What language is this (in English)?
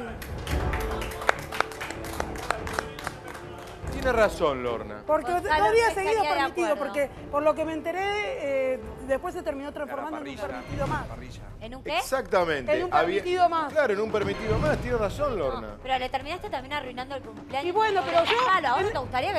Spanish